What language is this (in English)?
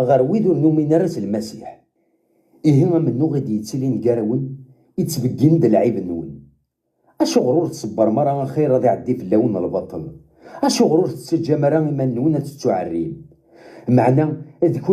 Kabyle